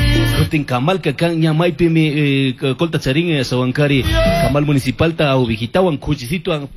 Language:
Chimborazo Highland Quichua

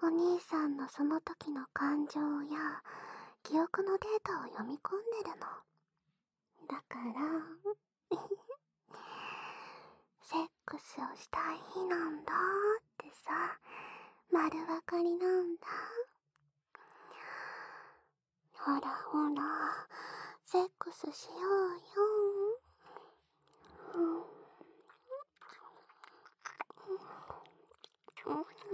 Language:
Japanese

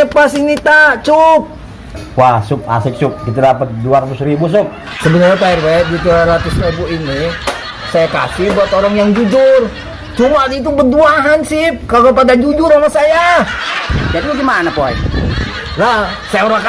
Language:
Betawi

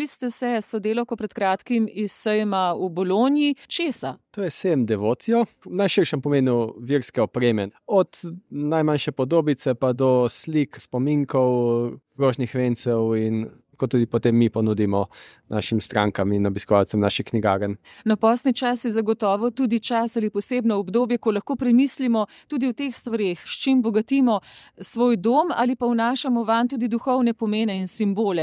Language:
Slovenian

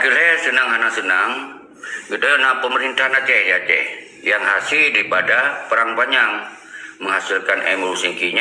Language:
Achinese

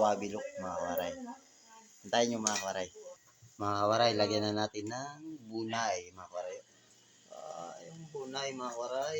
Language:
Waray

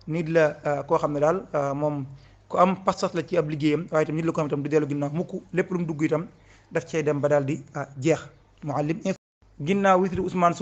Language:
Wolof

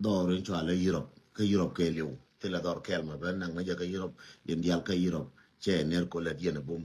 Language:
Nuer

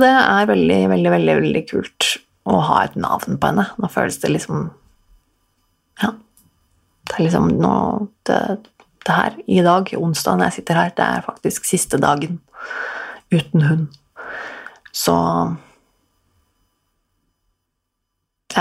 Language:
Norwegian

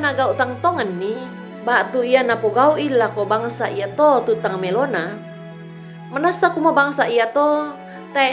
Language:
Toraja-Sa'dan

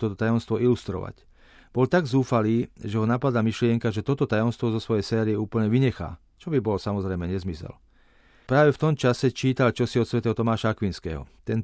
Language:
Slovak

